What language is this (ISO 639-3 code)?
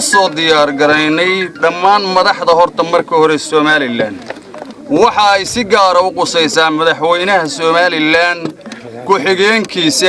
som